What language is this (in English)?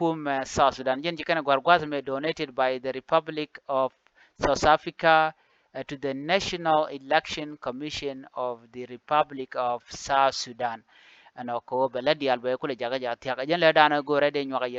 Nuer